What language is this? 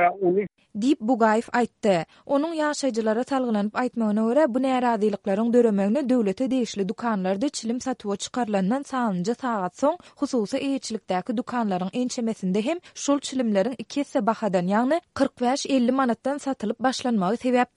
Turkmen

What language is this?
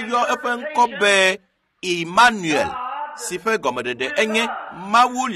Ewe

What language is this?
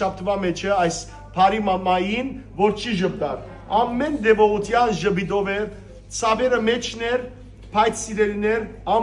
Western Armenian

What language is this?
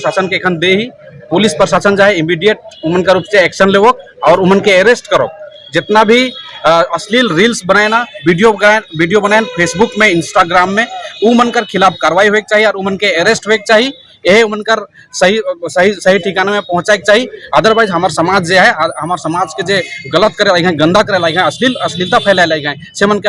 Sadri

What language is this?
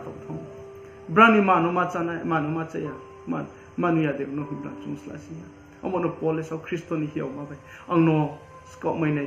Riang (India)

